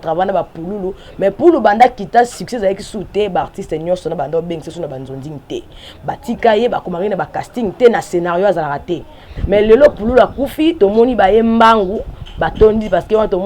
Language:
Lingala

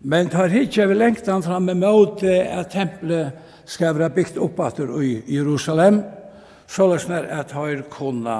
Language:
Faroese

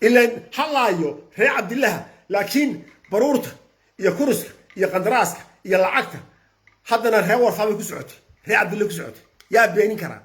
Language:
Somali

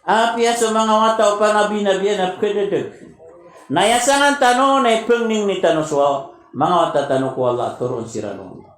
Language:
Maranao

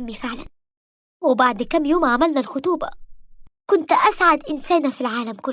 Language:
Egyptian Arabic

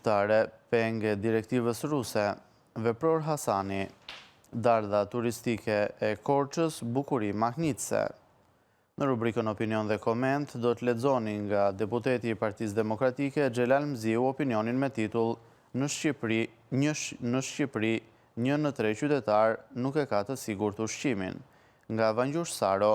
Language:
Albanian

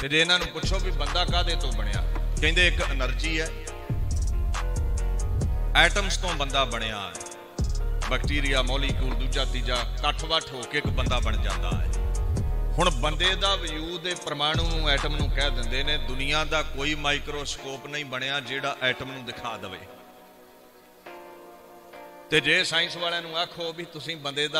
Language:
Punjabi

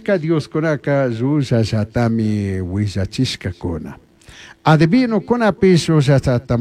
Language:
Chimborazo Highland Quichua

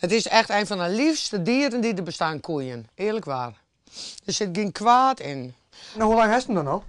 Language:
Western Frisian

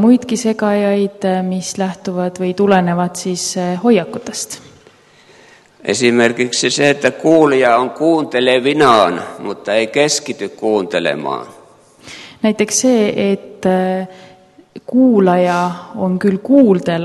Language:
Estonian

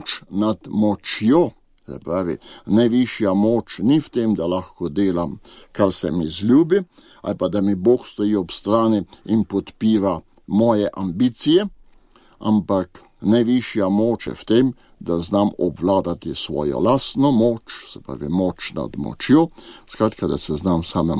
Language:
Slovenian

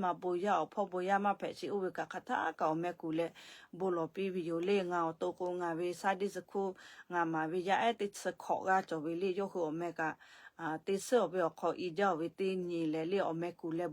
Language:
Lahu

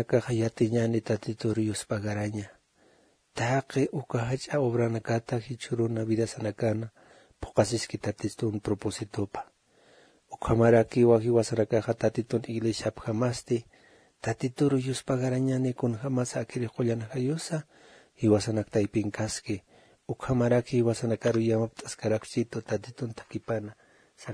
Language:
Aymara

